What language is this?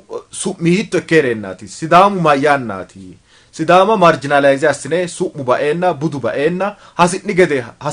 Sidamo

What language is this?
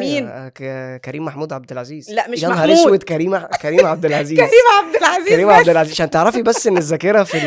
Egyptian Arabic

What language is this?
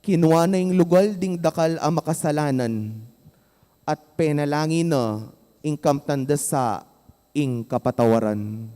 Pampanga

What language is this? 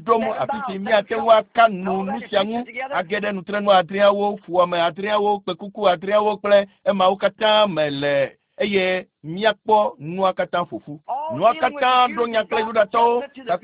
Ewe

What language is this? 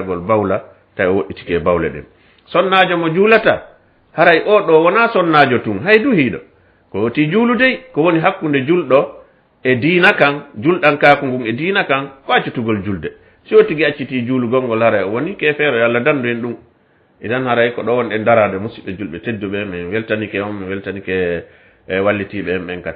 Fula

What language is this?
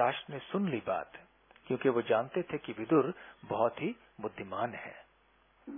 Hindi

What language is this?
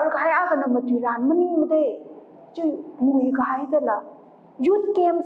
Tangkhul Naga (India)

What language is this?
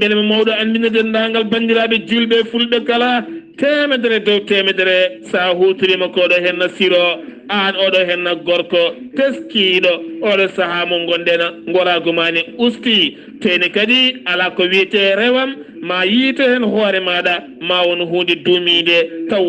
Fula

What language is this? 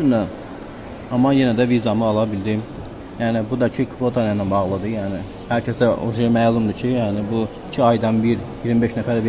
Azerbaijani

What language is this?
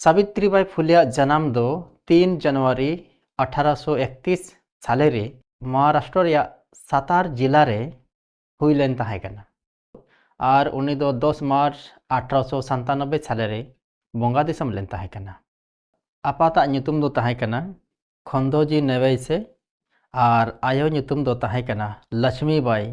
Santali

